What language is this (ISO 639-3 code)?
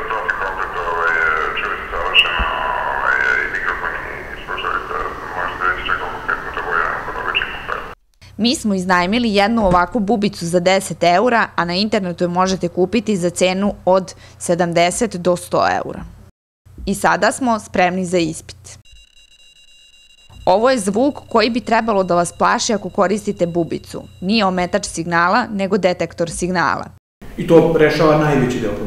srp